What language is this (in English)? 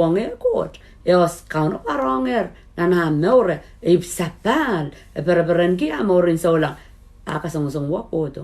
Pohnpeian